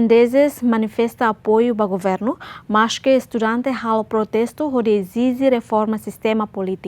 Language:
Tetum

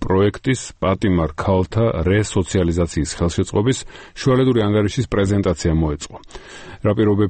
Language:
Georgian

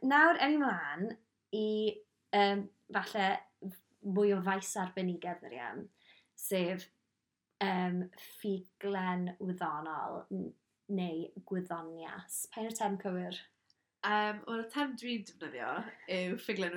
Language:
Welsh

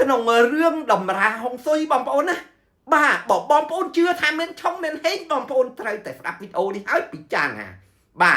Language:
Khmer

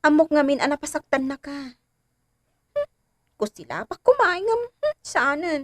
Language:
Iloko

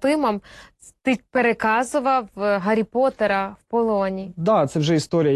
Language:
Ukrainian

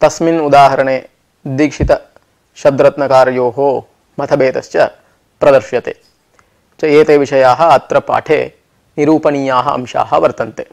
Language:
Sanskrit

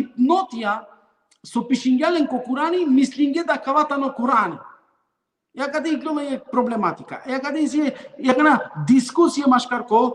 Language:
Balkan Romani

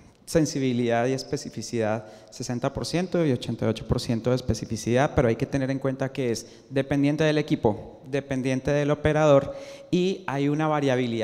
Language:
Spanish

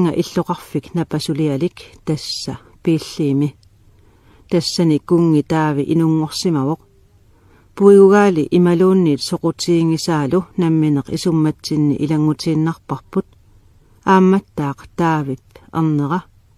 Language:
Kalaallisut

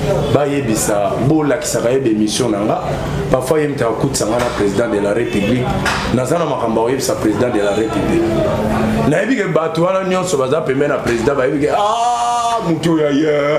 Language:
Lingala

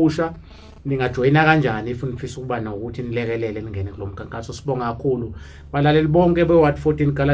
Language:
Zulu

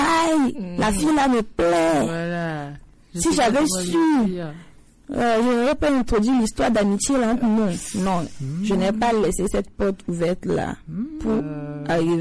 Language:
French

